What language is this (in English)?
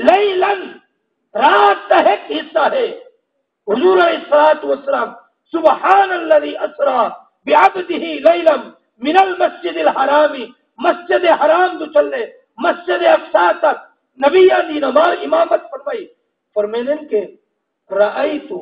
Saraiki